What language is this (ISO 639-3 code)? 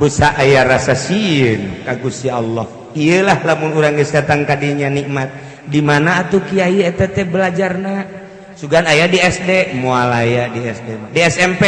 sun